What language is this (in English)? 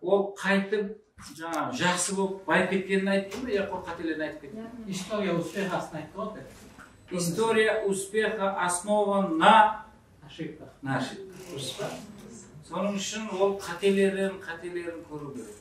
Kara-Kalpak